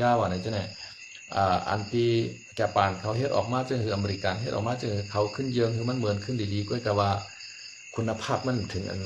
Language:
Shan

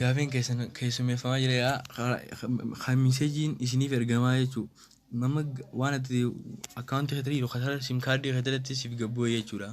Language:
Oromo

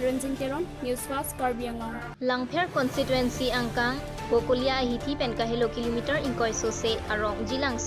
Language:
Karbi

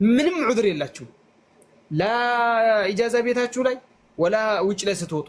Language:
Amharic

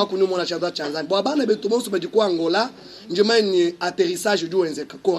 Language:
Luba-Lulua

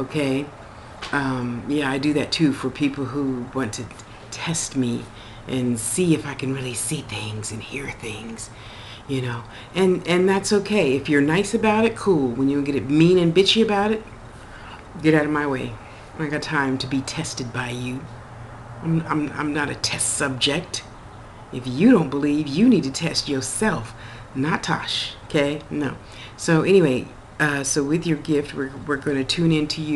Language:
English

